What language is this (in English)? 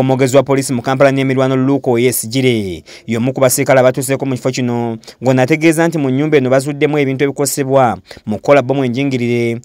Ganda